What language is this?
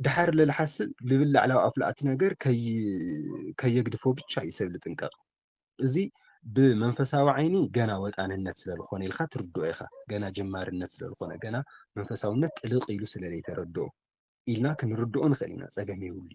Tigrinya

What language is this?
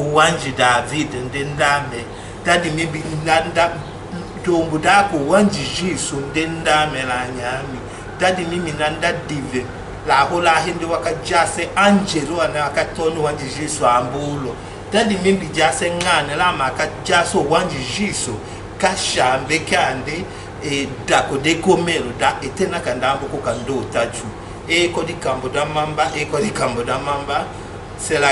Tetela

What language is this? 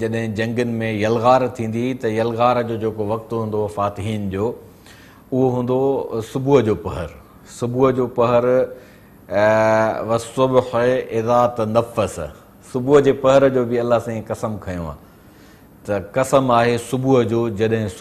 Sindhi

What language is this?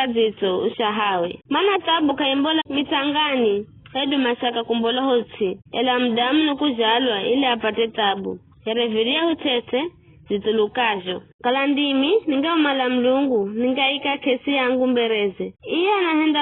Giryama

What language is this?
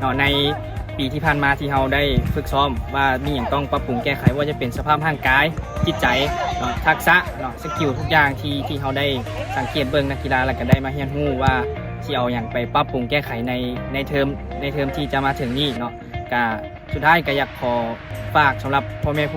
Lao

